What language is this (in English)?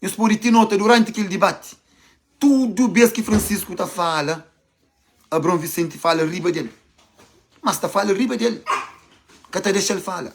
Kabuverdianu